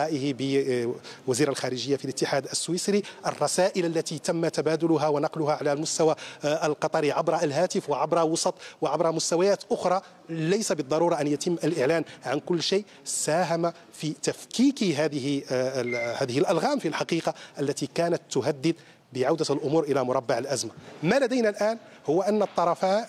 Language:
Arabic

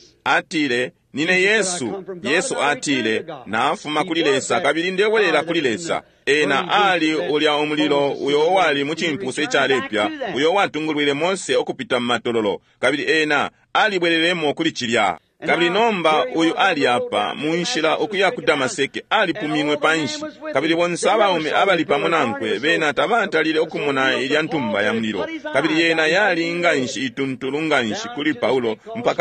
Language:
Bemba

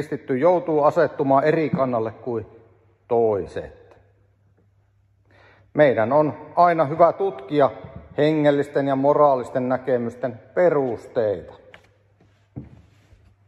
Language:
Finnish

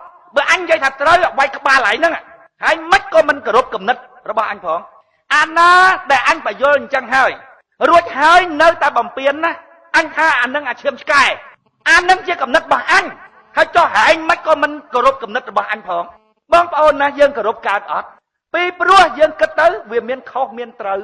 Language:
Khmer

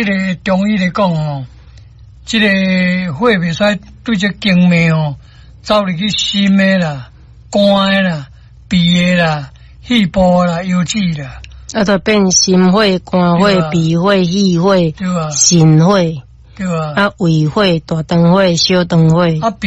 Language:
Min Nan Chinese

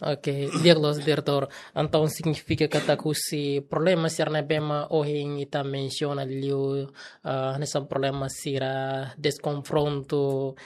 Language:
Tetum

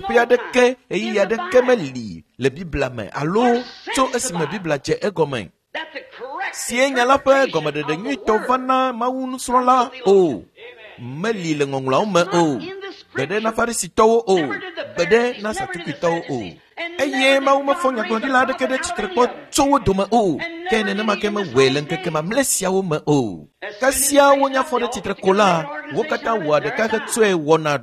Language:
Ewe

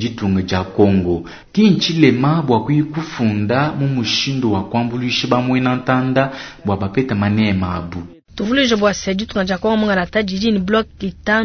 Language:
Luba-Lulua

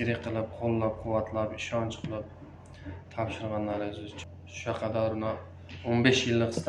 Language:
Uzbek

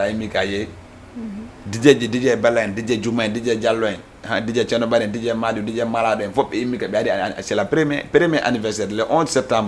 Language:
Fula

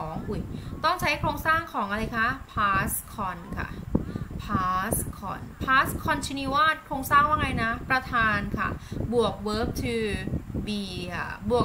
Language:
Thai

